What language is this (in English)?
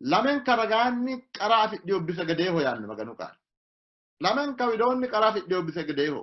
Sidamo